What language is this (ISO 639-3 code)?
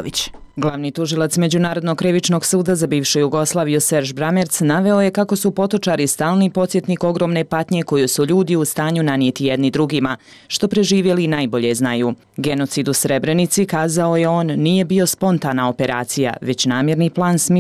bos